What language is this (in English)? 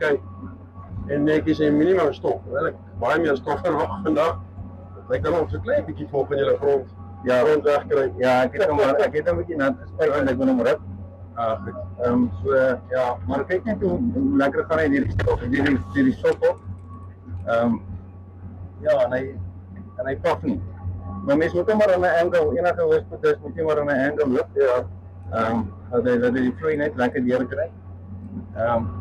Afrikaans